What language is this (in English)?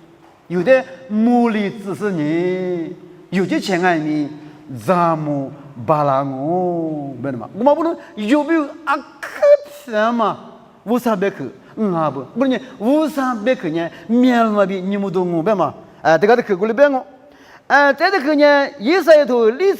Lisu